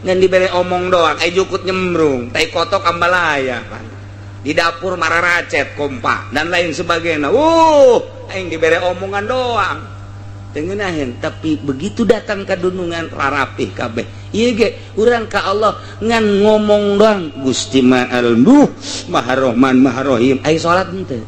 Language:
Sundanese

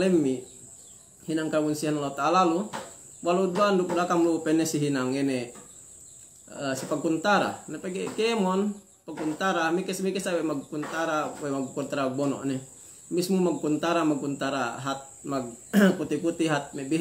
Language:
Yakan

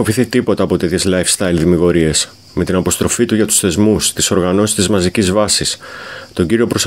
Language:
Greek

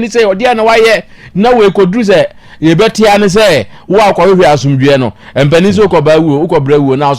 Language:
Akan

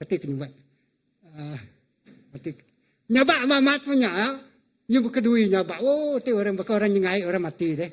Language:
Iban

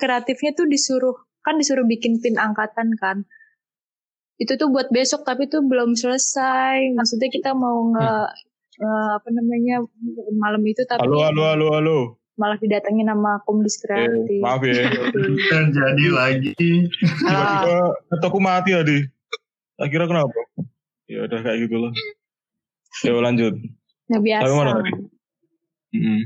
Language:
Indonesian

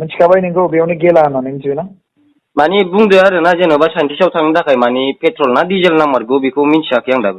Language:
Bodo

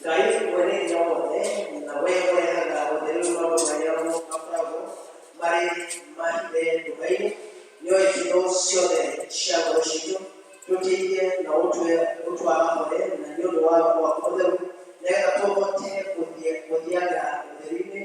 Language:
Kikuyu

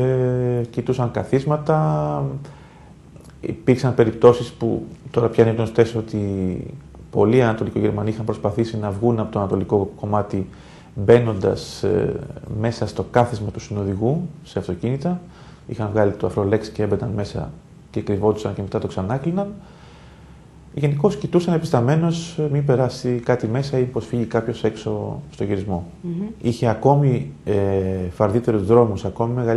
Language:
Greek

